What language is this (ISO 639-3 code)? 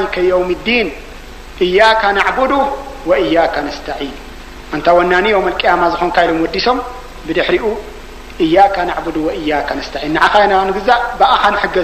tir